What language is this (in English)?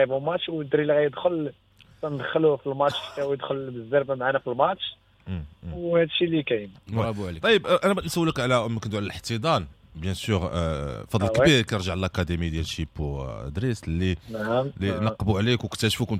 Moroccan Arabic